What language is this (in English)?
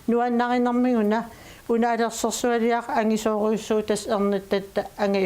Kalaallisut